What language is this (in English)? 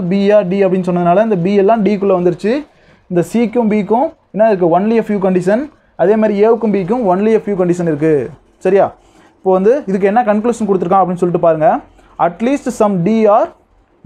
Tamil